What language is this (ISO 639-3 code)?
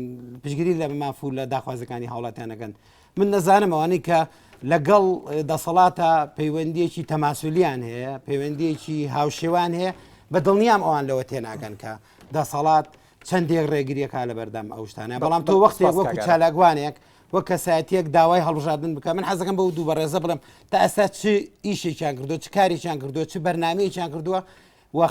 ckb